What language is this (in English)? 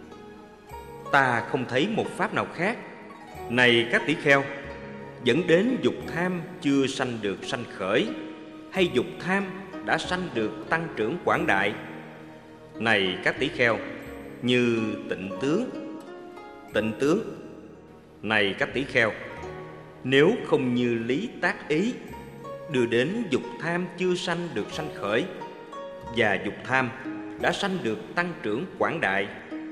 Vietnamese